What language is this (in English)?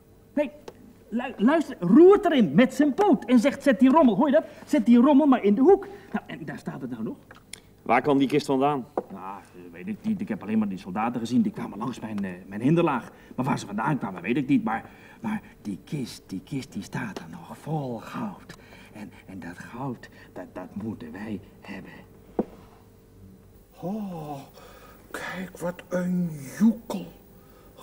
Dutch